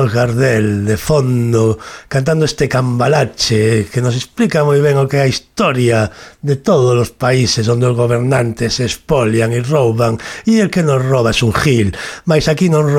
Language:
Galician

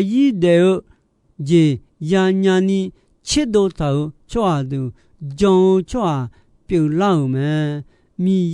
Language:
Akha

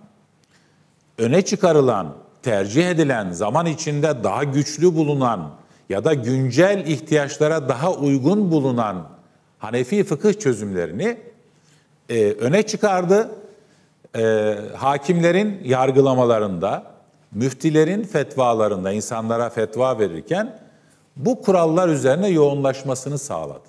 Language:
Turkish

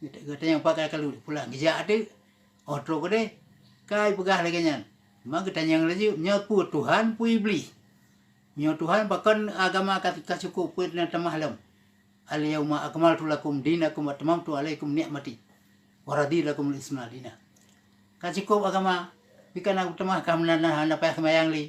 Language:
Achinese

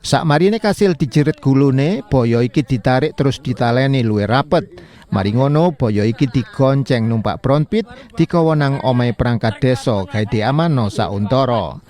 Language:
Javanese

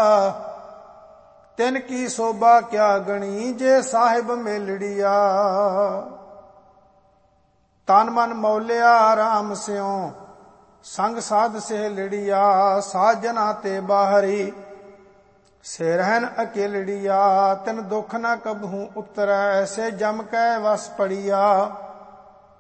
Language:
Punjabi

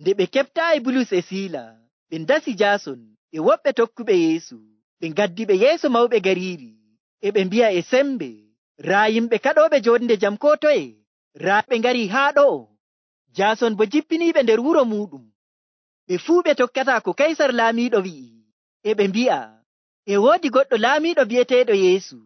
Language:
Nigerian Fulfulde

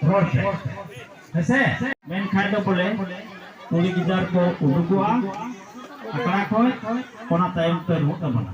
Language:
Santali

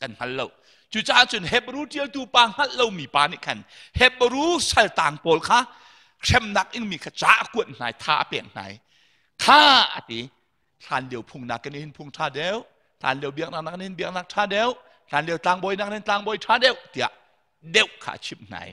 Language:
Hakha Chin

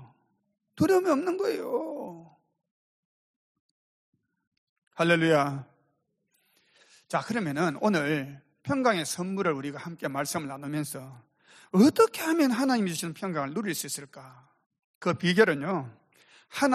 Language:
Korean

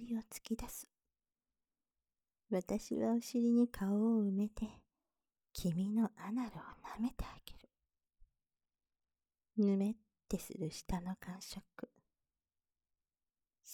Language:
Japanese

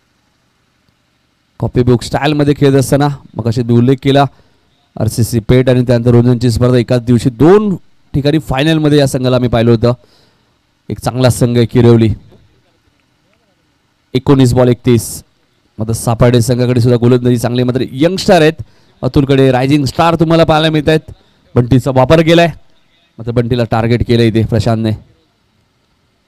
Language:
Marathi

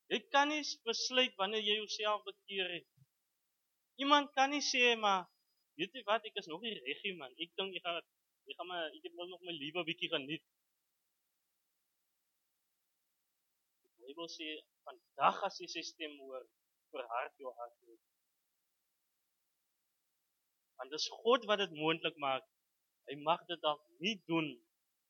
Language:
Afrikaans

